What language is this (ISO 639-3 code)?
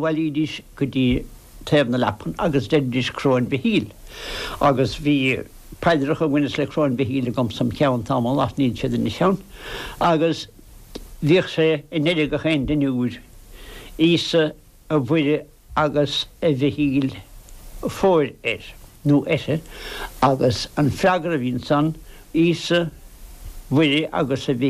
gle